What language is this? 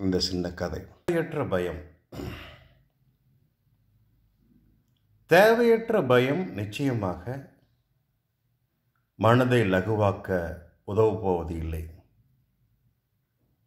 Tamil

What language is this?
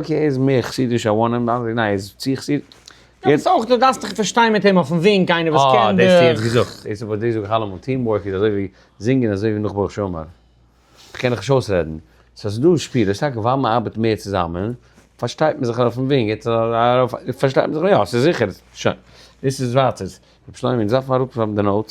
Yiddish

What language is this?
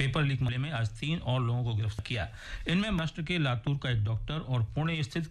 Hindi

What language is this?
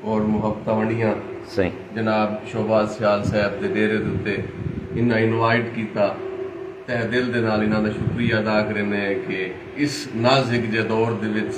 Saraiki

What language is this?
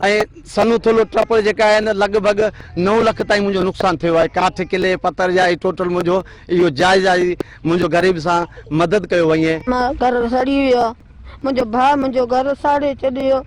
Sindhi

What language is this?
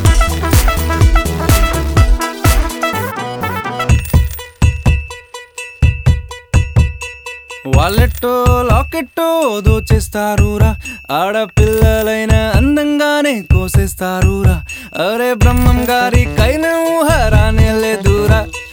Telugu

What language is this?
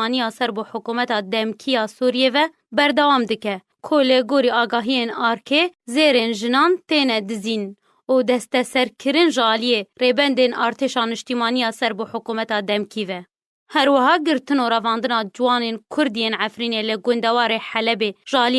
Kurdish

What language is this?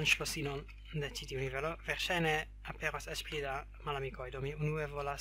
Esperanto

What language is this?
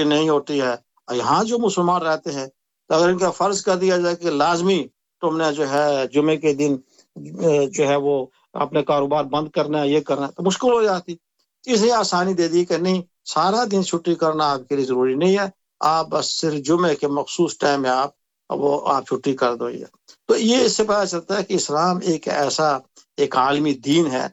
Urdu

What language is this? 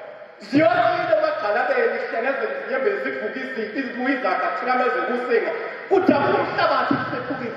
Zulu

